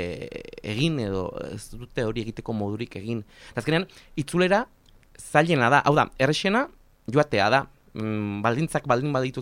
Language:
Basque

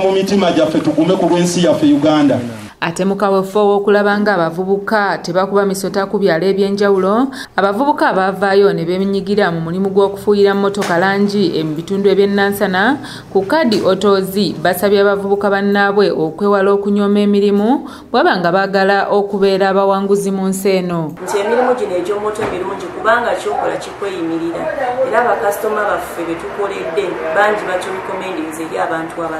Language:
Ganda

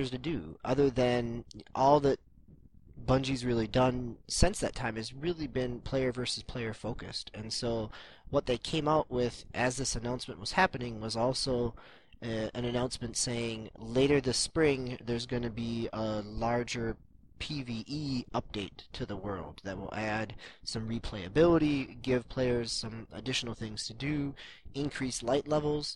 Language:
English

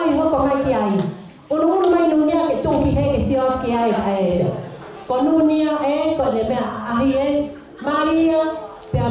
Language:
Tongan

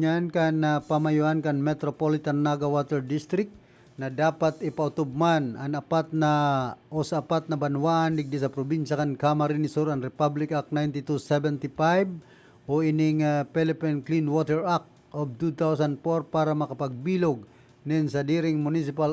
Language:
Bikol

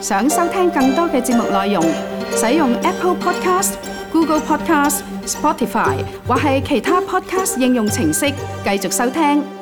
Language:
Cantonese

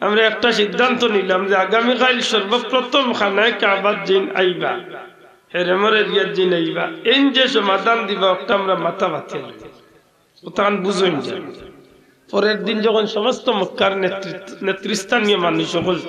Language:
Sylheti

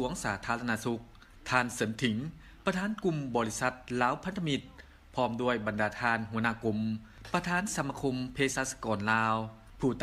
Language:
Lao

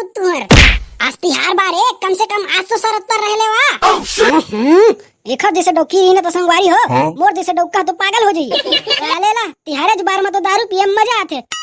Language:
Chhattisgarhi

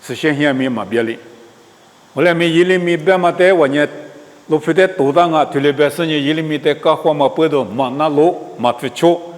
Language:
Lisu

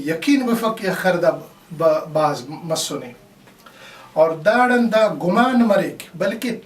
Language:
Brahui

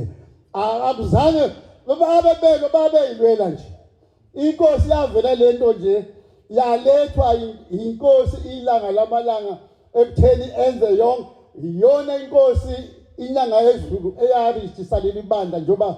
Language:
Zulu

